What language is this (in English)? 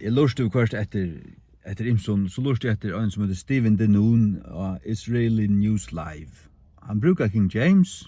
Faroese